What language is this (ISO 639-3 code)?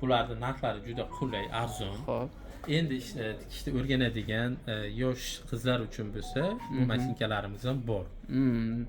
uzb